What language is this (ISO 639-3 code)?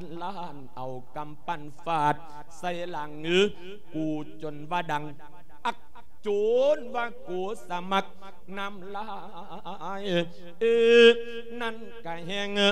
lao